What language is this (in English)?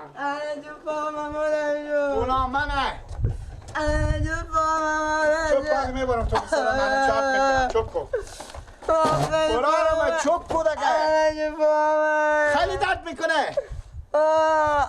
Persian